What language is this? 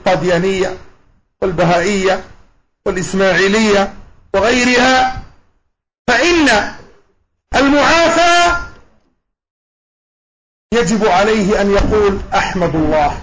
Arabic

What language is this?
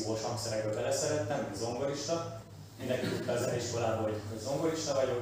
Hungarian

